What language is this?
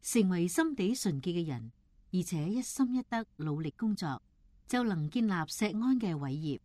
Cantonese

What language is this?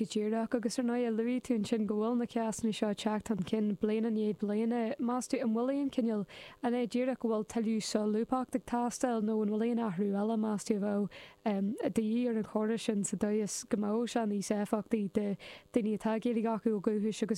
Irish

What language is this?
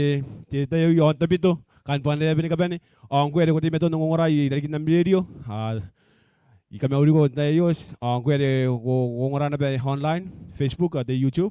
Gilbertese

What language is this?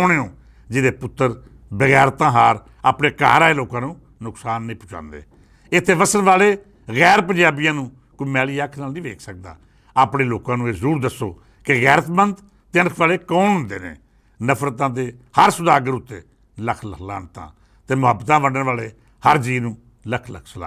Western Panjabi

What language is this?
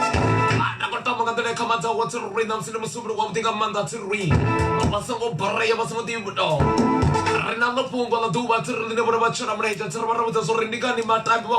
Venda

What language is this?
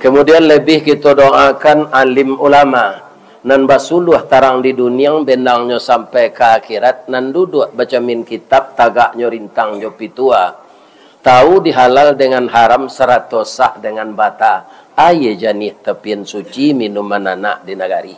Minangkabau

